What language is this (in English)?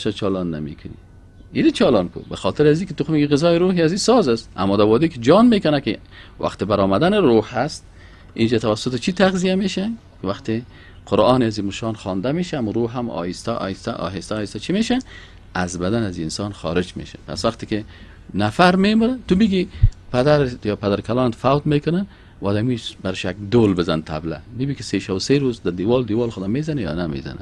Persian